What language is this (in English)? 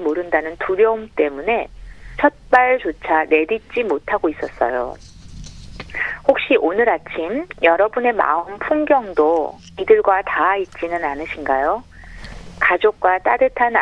Korean